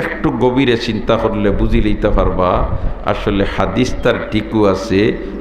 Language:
Sylheti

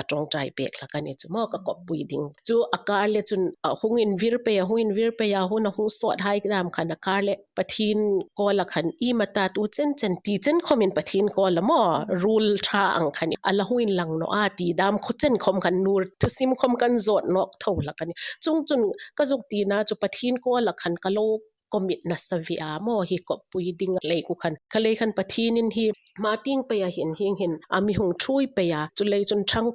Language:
Hmar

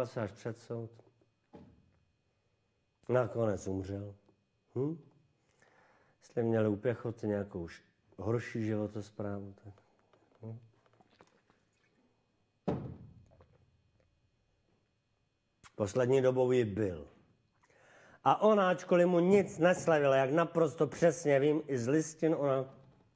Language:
Czech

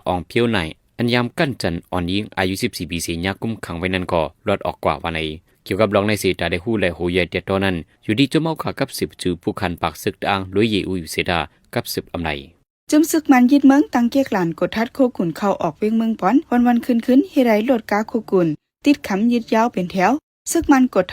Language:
Shan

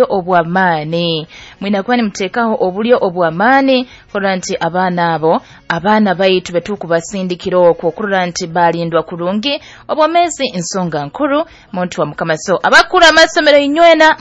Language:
Nyoro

